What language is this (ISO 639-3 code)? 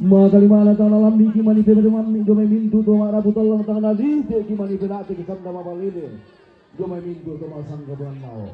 sda